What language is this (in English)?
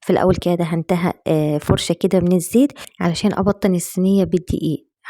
Egyptian Arabic